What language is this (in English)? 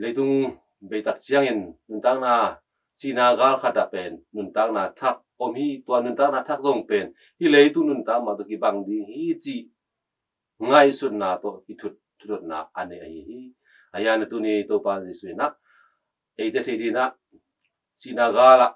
Tedim Chin